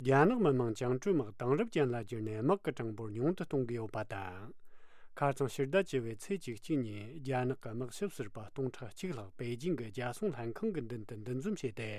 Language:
Latvian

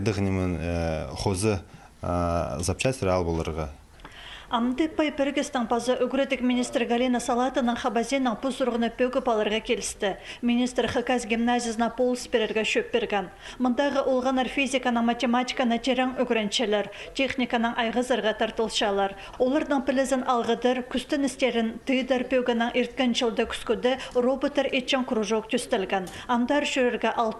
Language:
Khakas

